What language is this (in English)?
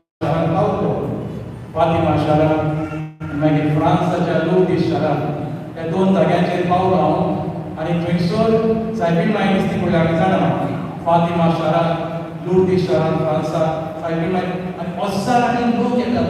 Konkani